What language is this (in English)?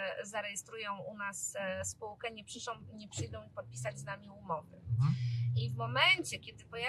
Polish